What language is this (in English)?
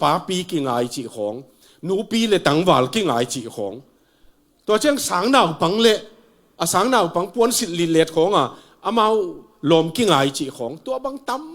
Tedim Chin